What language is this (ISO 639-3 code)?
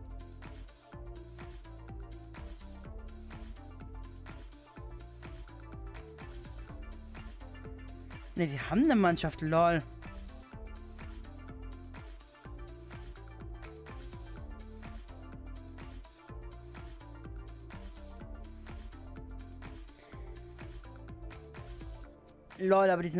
deu